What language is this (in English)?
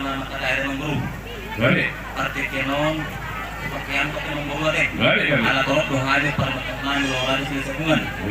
Batak Toba